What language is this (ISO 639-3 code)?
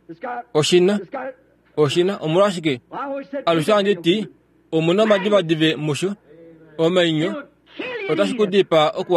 kua